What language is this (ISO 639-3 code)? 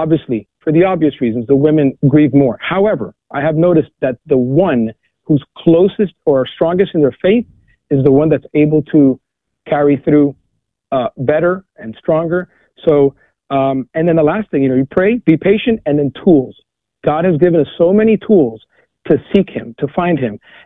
eng